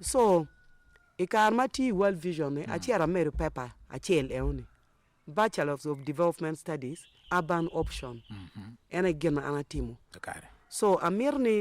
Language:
Acoli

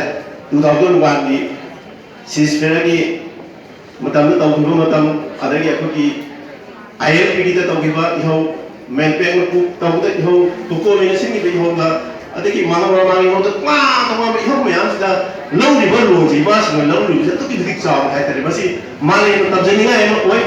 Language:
Manipuri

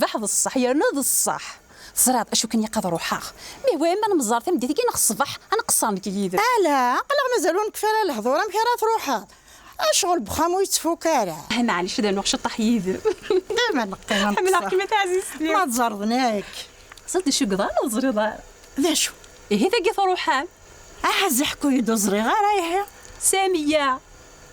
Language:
Kabyle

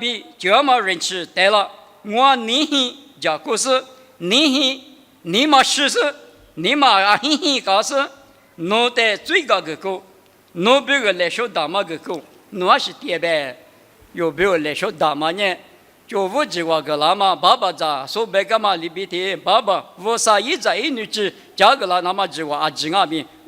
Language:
Lisu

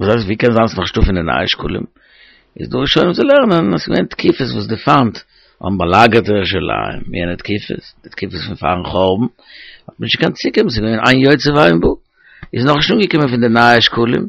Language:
Yiddish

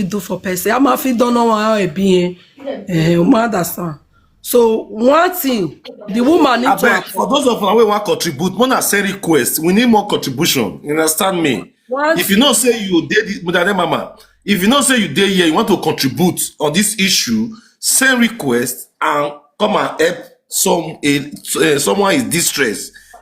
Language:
Nigerian Pidgin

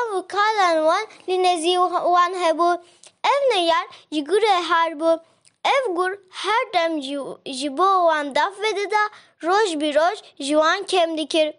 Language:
Kurdish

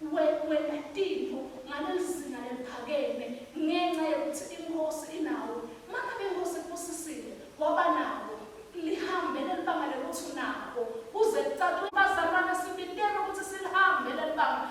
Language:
Swati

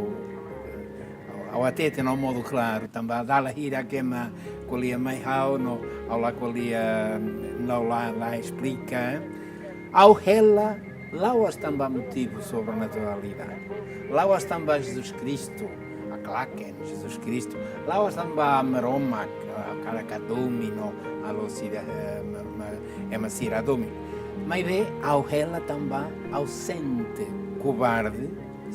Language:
Tetum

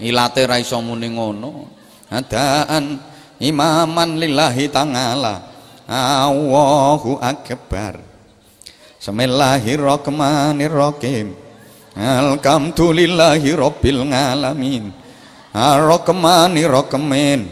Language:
Javanese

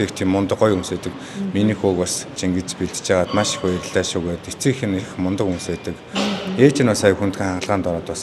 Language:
Mongolian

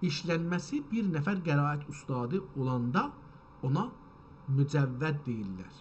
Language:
South Azerbaijani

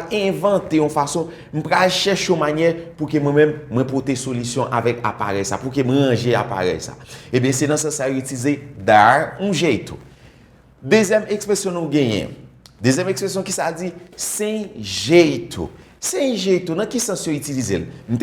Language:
Haitian Creole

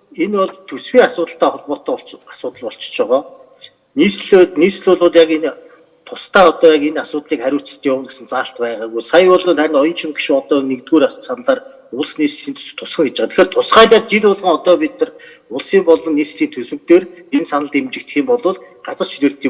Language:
Mongolian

